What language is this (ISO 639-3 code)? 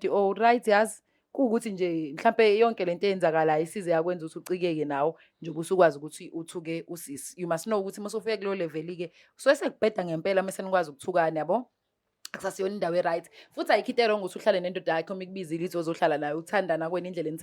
zul